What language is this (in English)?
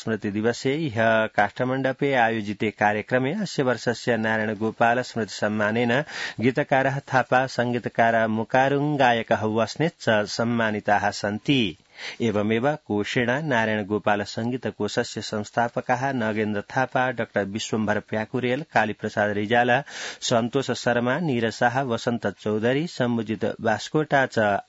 Sanskrit